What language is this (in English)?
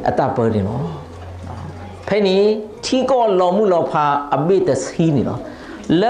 S'gaw Karen